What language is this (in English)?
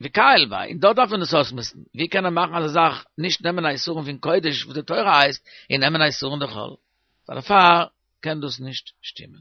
Yiddish